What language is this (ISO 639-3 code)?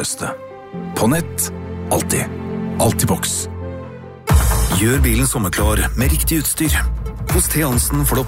nor